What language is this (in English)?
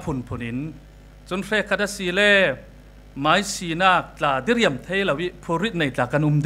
Falam Chin